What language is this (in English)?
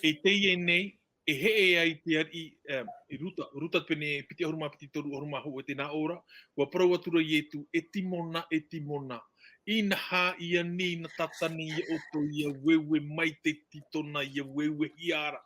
Tahitian